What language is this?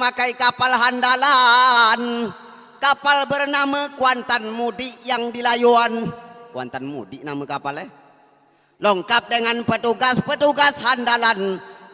Minangkabau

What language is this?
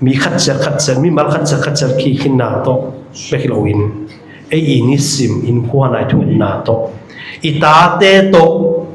Tedim Chin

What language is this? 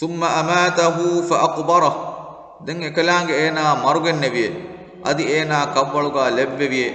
Divehi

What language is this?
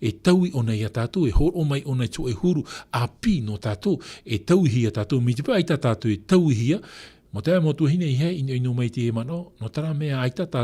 Tahitian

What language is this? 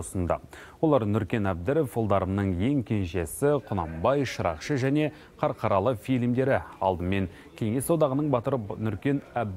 Kazakh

